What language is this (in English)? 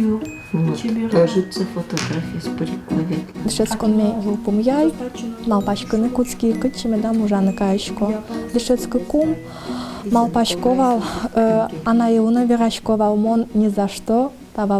Udmurt